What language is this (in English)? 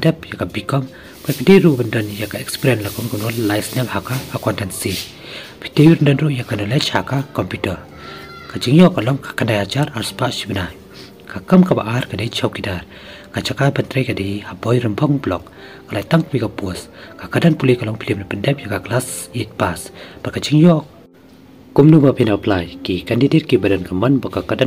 Khasi